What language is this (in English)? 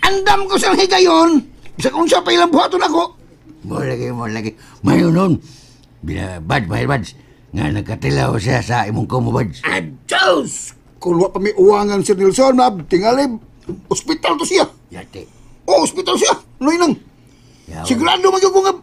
Cebuano